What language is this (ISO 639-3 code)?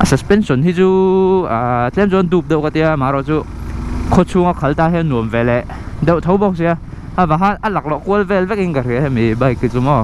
lus